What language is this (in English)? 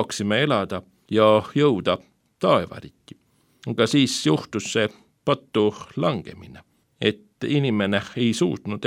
Estonian